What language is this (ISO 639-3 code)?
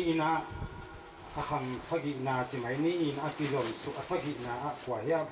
ctd